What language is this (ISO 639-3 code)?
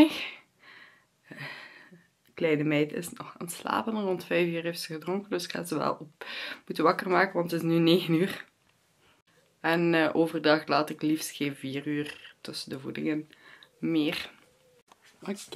nld